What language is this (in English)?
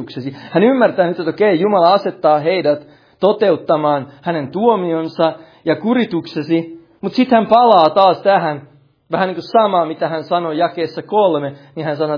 Finnish